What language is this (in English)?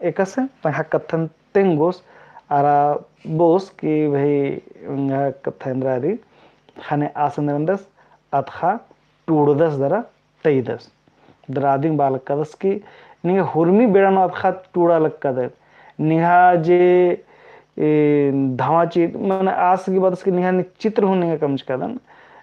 Kurukh